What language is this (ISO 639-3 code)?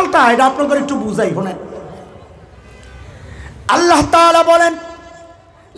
ben